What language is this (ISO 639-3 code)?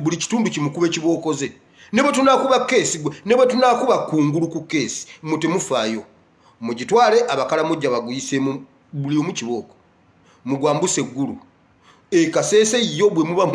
lug